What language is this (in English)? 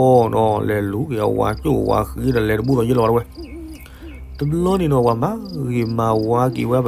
S'gaw Karen